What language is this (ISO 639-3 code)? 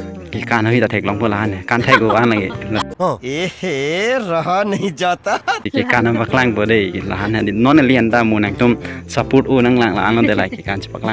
mjw